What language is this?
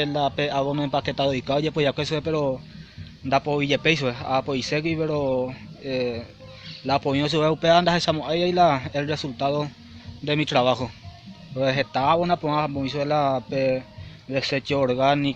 Guarani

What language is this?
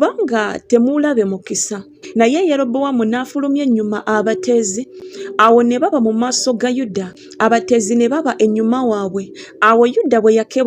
Ganda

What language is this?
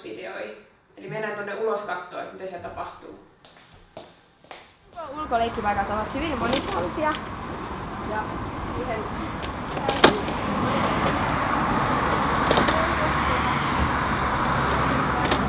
Finnish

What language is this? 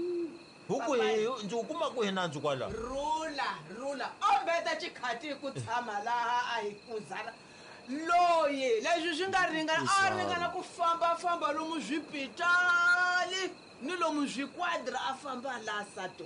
Tsonga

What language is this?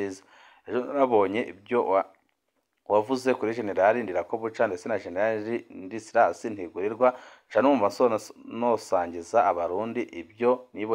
Rundi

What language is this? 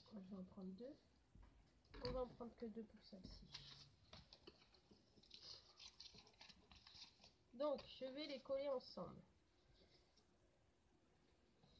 French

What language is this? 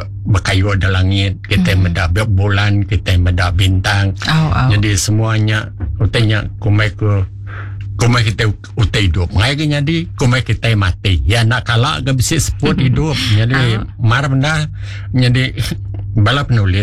Iban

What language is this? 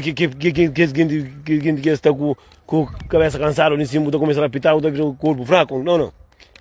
Kabuverdianu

